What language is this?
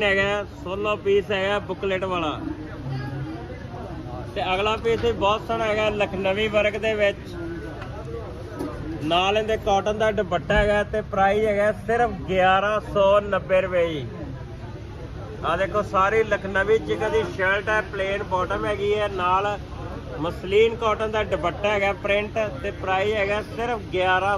Punjabi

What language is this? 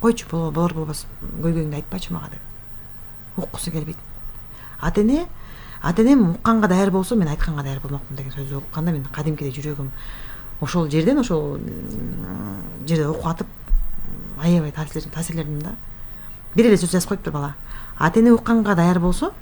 Kyrgyz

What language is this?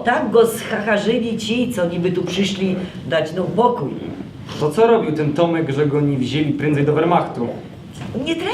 Silesian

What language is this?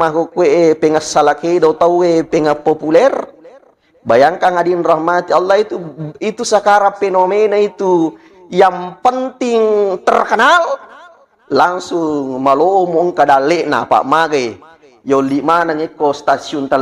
Buginese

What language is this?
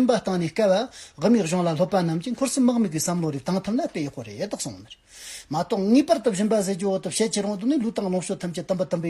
Amdo Tibetan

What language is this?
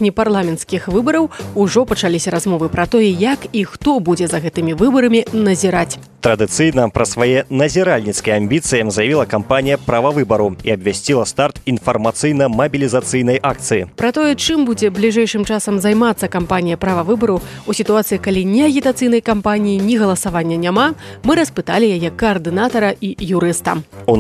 Belarusian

